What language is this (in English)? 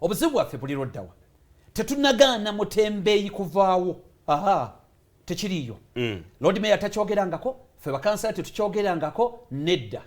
Ganda